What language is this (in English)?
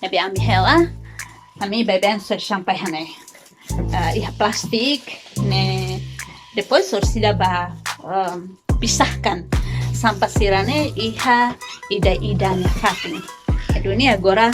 Tetum